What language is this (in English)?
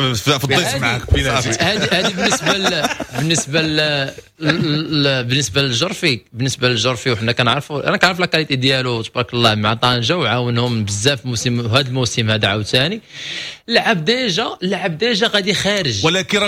Moroccan Arabic